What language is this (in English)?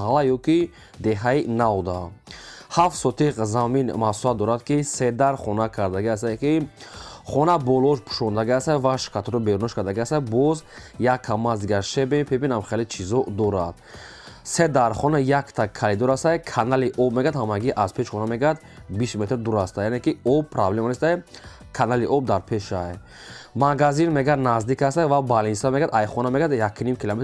Tajik